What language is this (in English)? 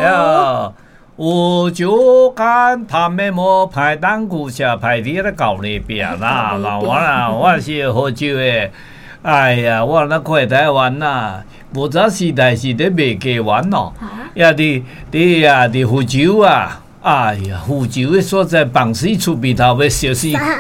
Min Nan Chinese